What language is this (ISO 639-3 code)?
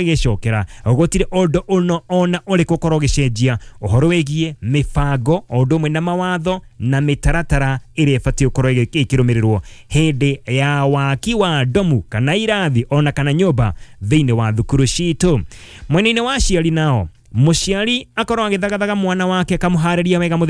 kik